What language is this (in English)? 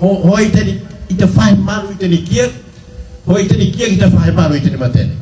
Tetum